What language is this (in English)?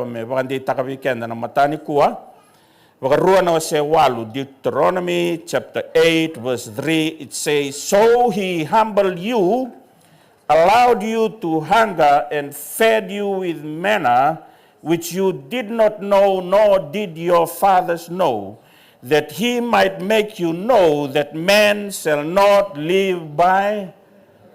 Fijian